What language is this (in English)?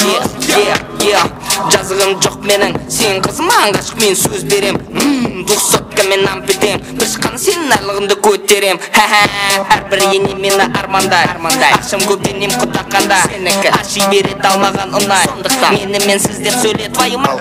Kara-Kalpak